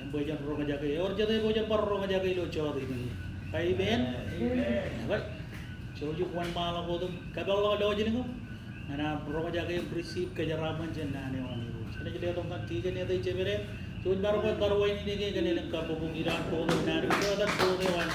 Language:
Marshallese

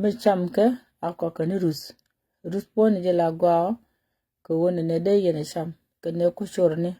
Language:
Nuer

